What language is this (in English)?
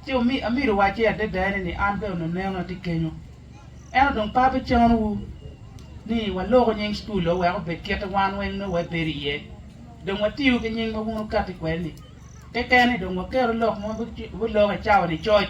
Acoli